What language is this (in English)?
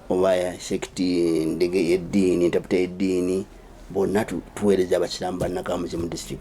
Ganda